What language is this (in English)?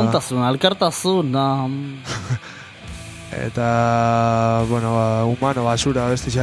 Basque